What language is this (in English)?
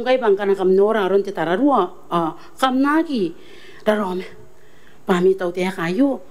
Gilbertese